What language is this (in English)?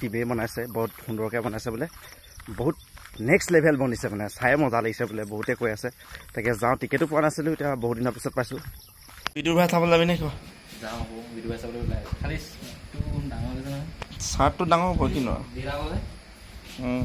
Assamese